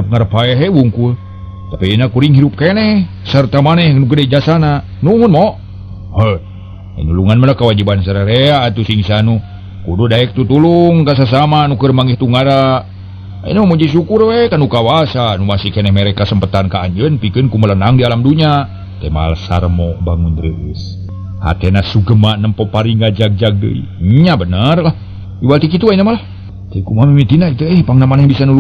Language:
Sundanese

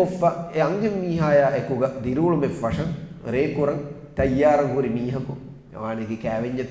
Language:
Divehi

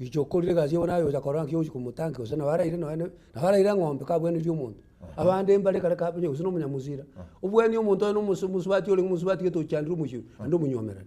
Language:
Gusii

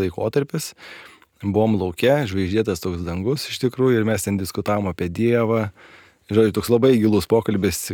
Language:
Lithuanian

